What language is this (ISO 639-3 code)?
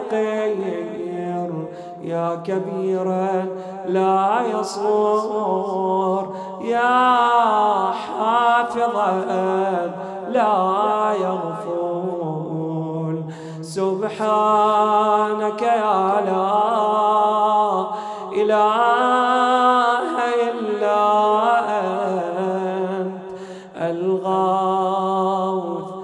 ara